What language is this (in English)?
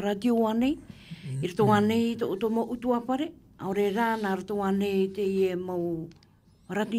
Tahitian